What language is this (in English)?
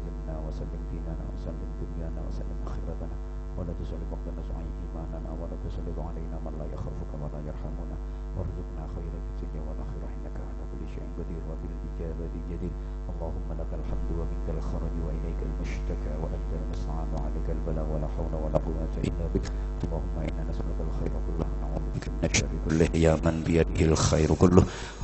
Javanese